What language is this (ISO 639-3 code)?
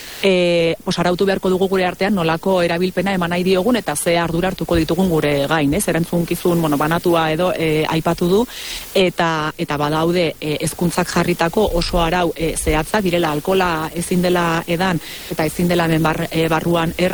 eus